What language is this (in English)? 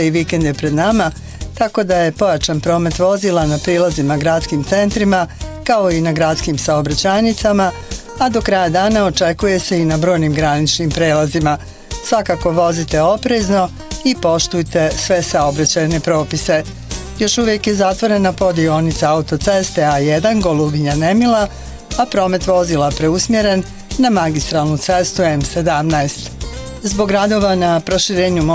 Bosnian